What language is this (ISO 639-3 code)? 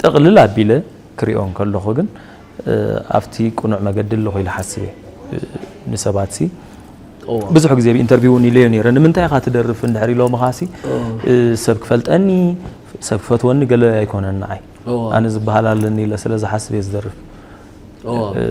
tir